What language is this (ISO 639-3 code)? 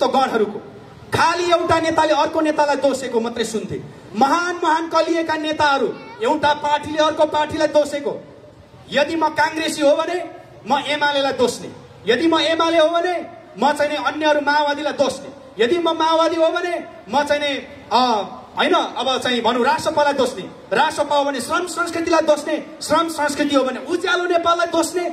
nep